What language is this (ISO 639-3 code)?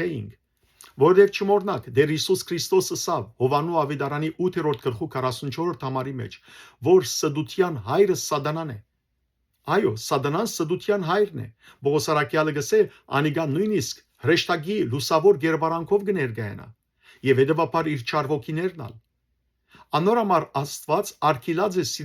hyw